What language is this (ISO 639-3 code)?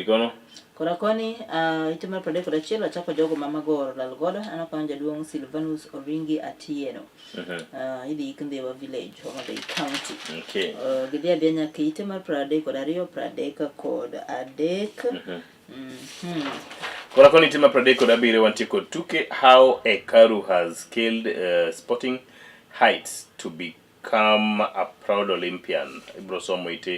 luo